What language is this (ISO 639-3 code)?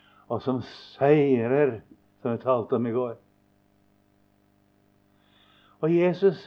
nor